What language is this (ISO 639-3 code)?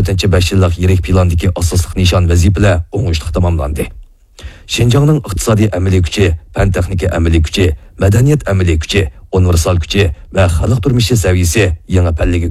uig